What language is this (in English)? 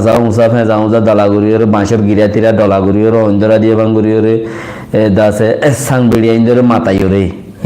Rohingya